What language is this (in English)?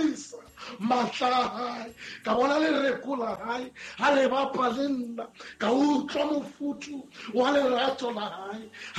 Southern Sotho